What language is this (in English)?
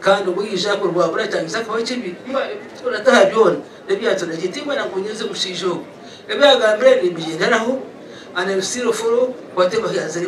Nyankole